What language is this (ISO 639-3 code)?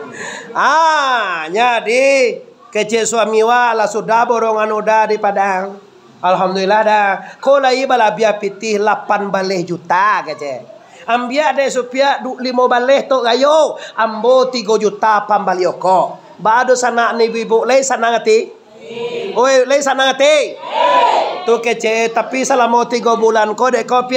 min